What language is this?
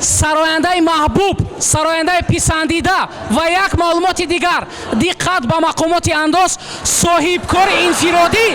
Tajik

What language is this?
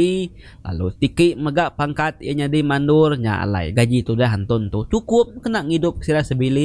Iban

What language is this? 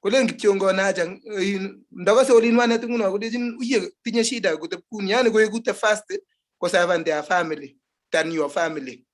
Kalenjin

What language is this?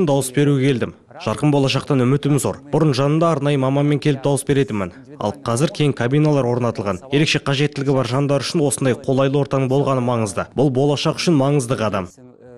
Kazakh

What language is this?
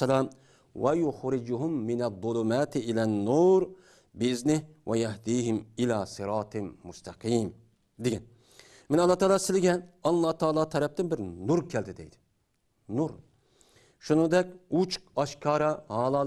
Uyghur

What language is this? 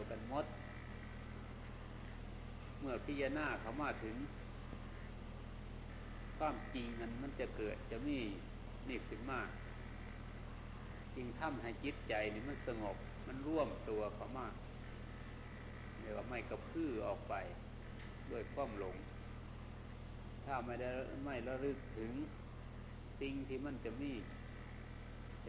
Thai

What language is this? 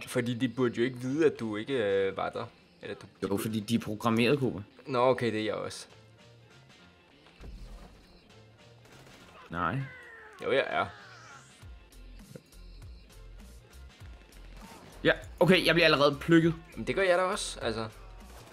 Danish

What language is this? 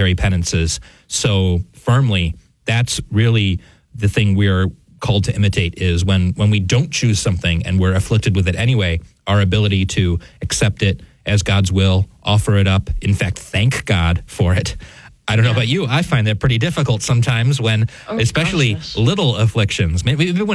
English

